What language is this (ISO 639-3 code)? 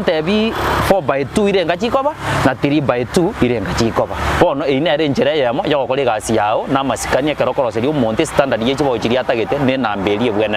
guz